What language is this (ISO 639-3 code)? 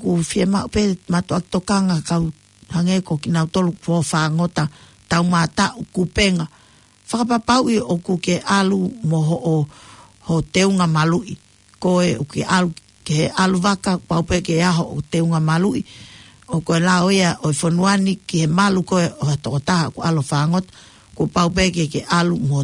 ton